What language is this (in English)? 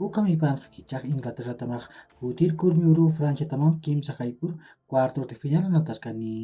Aymara